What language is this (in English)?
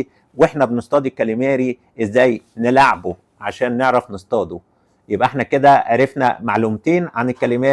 Egyptian Arabic